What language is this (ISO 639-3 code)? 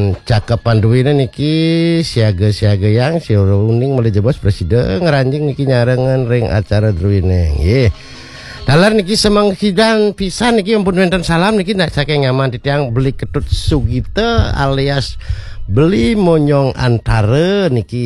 ban